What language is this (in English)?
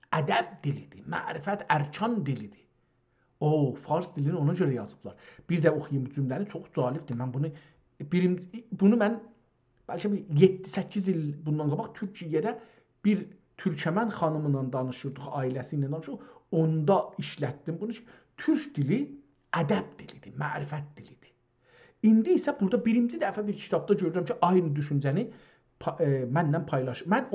South Azerbaijani